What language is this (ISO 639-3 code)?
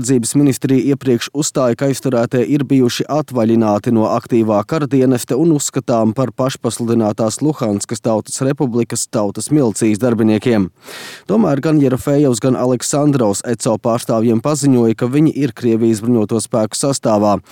lav